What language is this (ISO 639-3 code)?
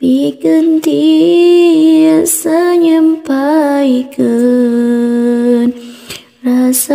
sun